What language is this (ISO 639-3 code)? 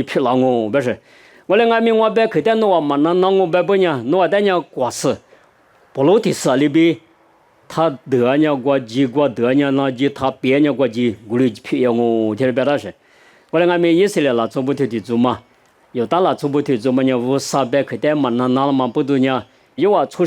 lis